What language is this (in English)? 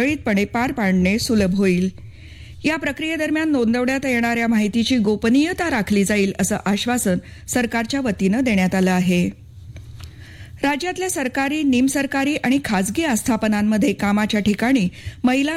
Marathi